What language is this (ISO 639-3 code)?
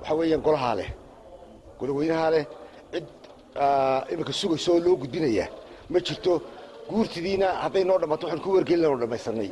som